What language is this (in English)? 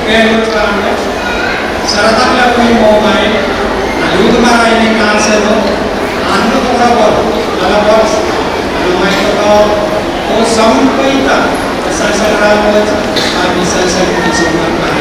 Pohnpeian